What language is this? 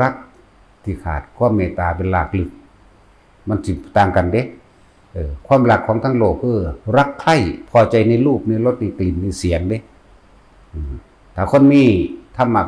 Northeastern Thai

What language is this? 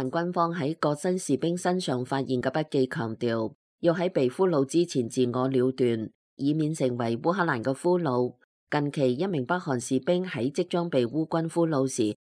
Cantonese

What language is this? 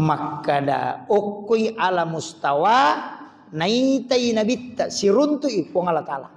Buginese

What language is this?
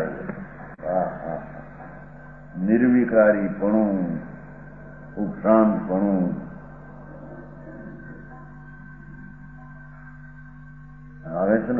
Gujarati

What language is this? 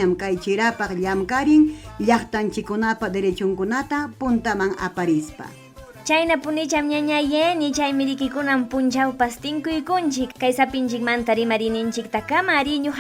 Ayacucho Quechua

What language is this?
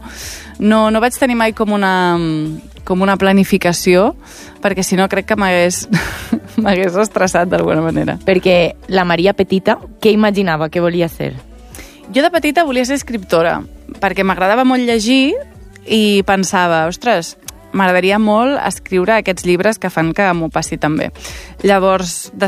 Catalan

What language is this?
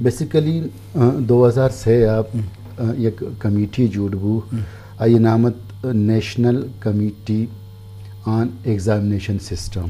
Eastern Balochi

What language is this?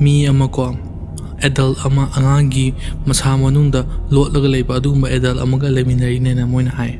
Manipuri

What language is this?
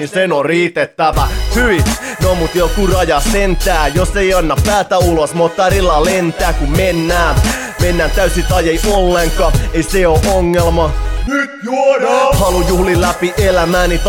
Finnish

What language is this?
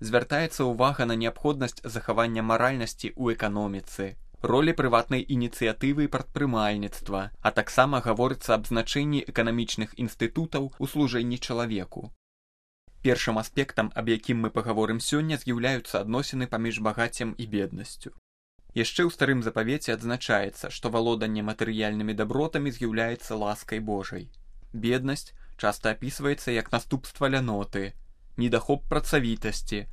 Belarusian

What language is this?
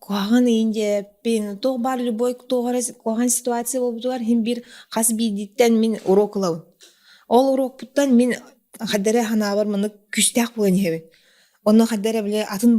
Yakut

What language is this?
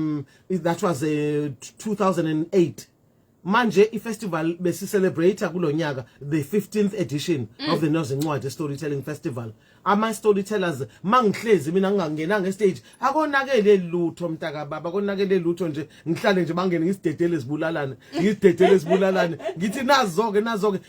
Zulu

